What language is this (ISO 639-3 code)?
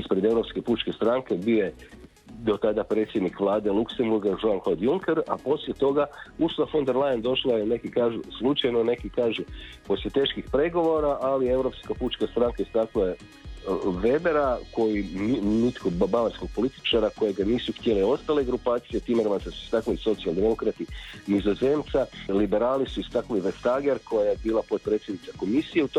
hrv